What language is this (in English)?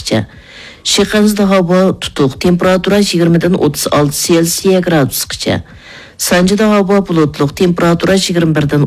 Uyghur